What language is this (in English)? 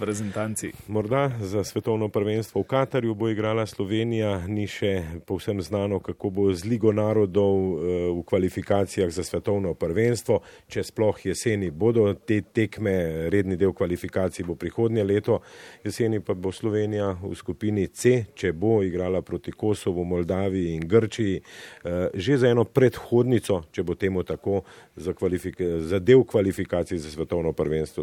Slovenian